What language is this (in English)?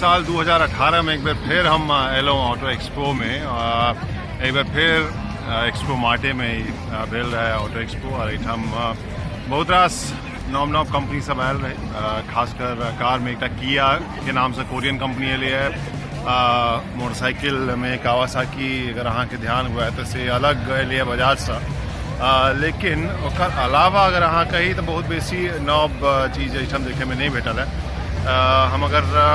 Maithili